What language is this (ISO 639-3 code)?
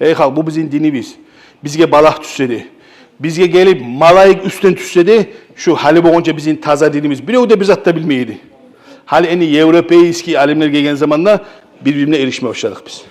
kum